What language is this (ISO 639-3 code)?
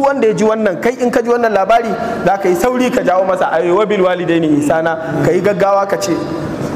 hau